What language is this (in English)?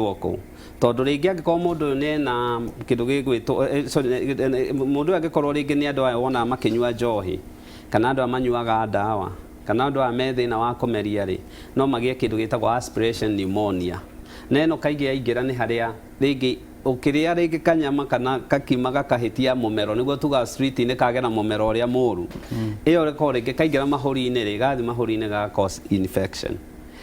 Kikuyu